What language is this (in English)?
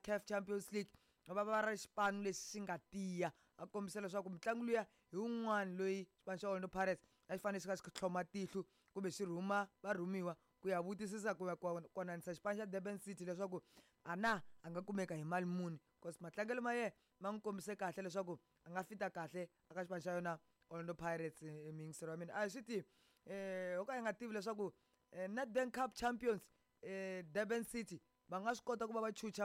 Tsonga